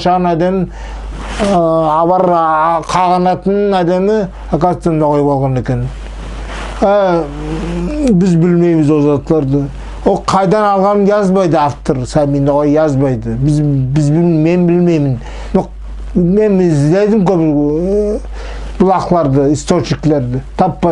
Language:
Nogai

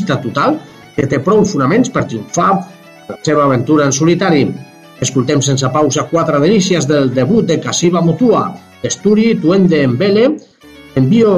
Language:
Catalan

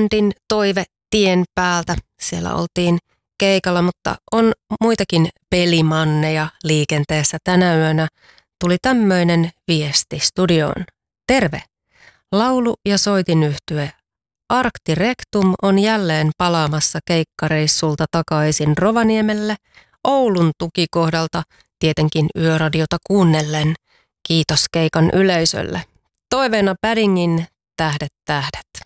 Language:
Finnish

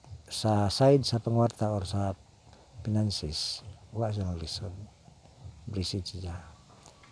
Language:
Cebuano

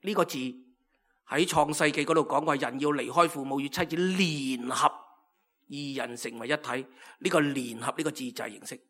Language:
Cantonese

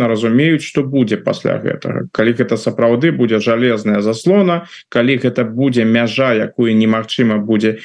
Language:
Belarusian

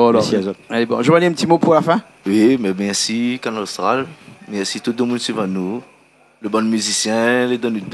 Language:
Réunion Creole French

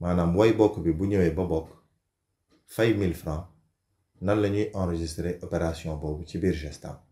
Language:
Wolof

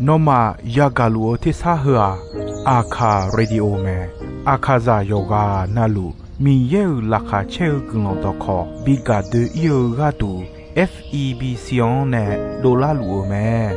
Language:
Akha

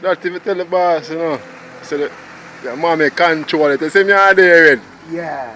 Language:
Jamaican Creole English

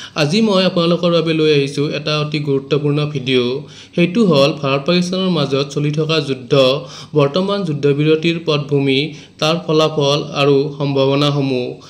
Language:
Assamese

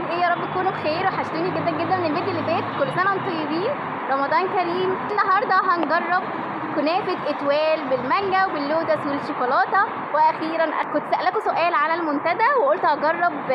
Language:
Egyptian Arabic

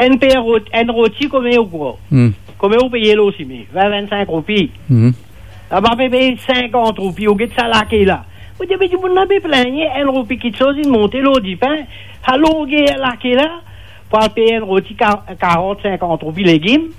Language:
Morisyen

